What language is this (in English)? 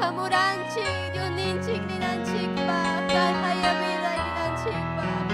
Ayacucho Quechua